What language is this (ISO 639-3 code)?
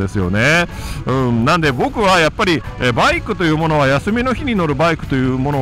jpn